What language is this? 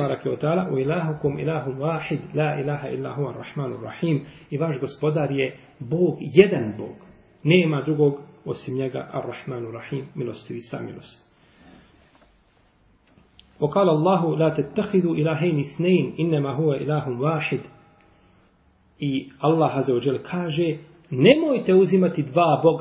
Bosnian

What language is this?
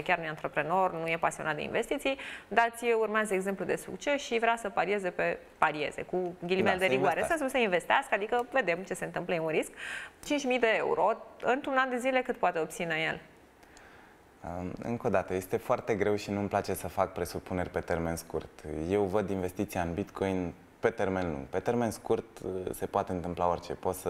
Romanian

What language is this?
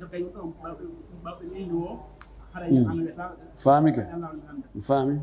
Pular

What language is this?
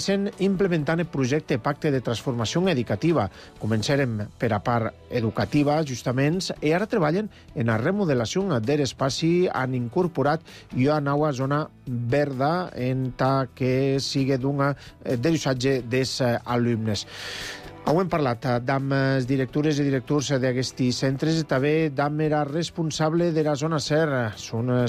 Catalan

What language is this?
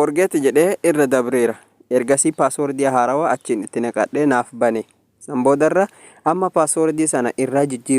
Oromo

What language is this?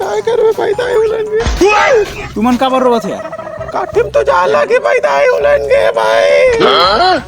Chhattisgarhi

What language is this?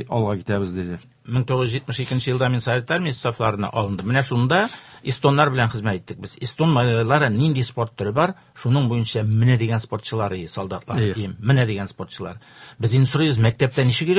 Tatar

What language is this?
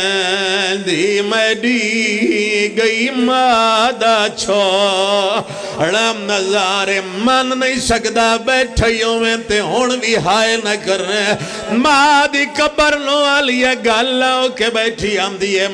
Pahari-Potwari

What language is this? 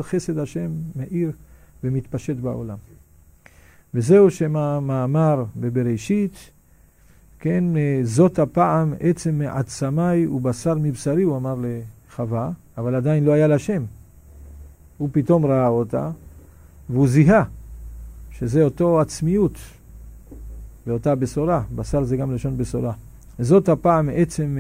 Hebrew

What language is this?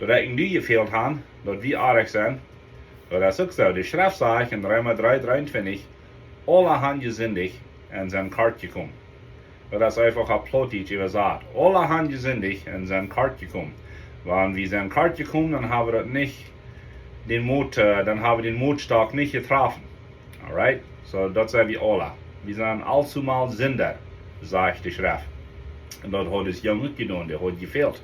Plautdietsch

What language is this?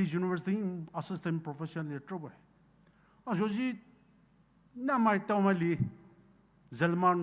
Poumei Naga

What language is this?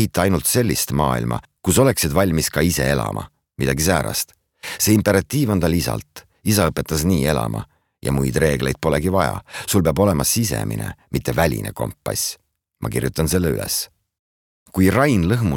Estonian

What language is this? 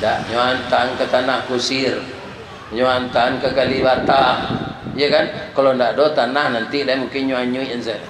Minangkabau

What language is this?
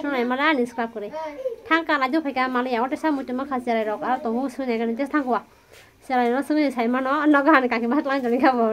Kok Borok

